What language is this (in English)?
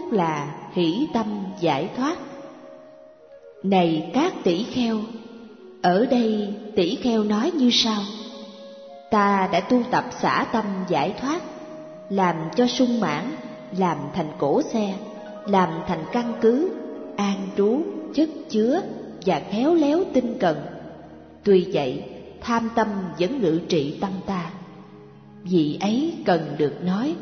Vietnamese